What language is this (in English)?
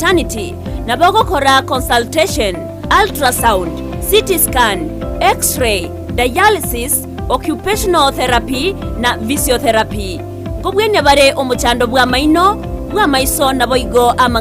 Gusii